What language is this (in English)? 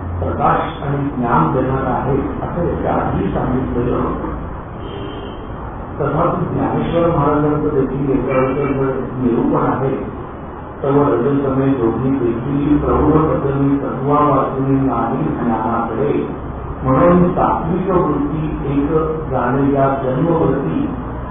Marathi